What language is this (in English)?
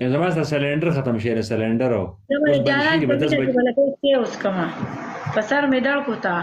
Pashto